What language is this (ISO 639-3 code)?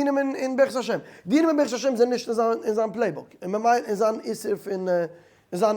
yid